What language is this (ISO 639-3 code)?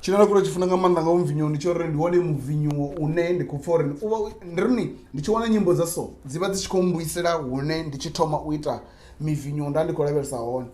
ven